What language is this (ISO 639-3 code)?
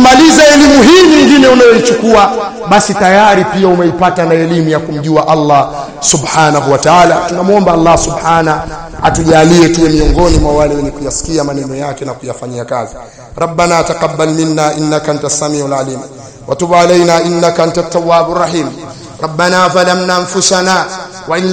swa